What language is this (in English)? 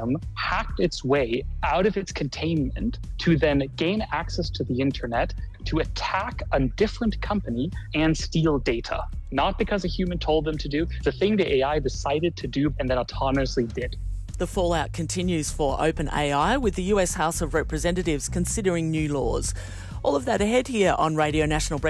English